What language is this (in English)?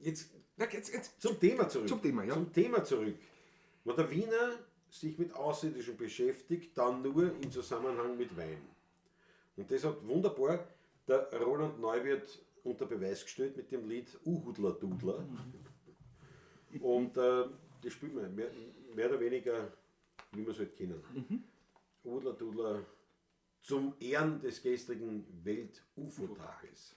Bavarian